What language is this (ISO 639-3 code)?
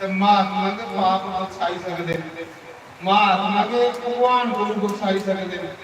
doi